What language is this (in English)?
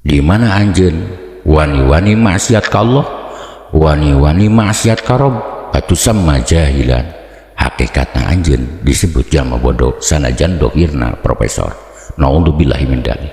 Sundanese